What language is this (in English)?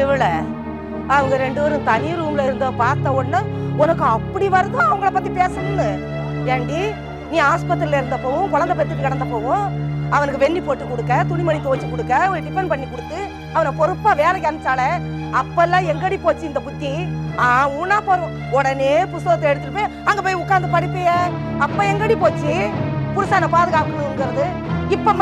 Tamil